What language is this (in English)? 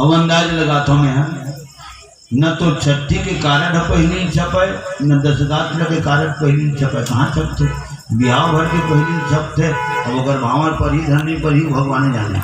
Chhattisgarhi